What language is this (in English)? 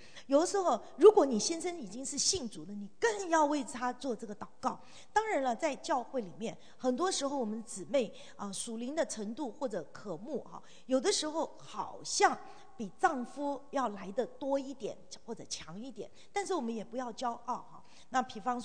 Chinese